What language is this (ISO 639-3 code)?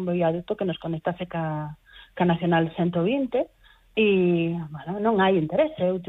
glg